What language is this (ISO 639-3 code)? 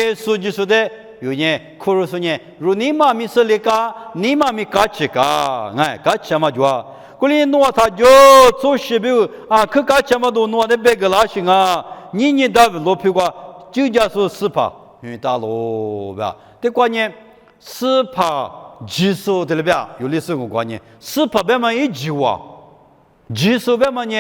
lis